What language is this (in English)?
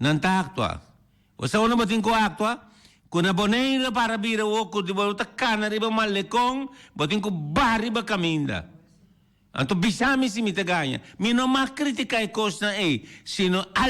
Papiamento